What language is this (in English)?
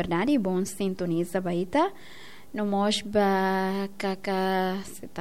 Tetum